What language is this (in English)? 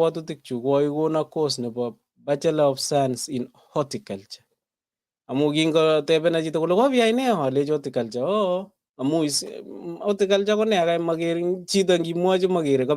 Kalenjin